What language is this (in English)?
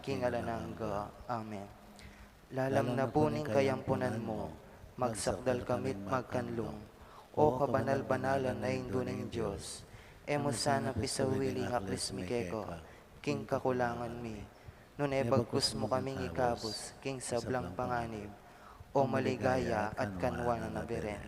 Pampanga